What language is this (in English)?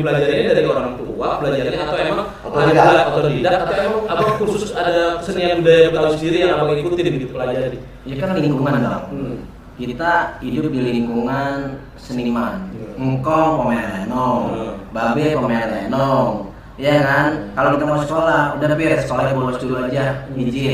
Betawi